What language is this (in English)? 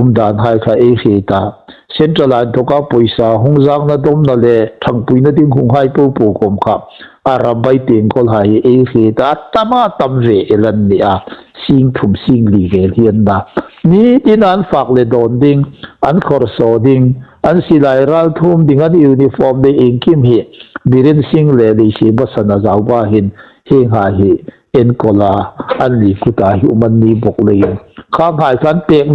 Hmar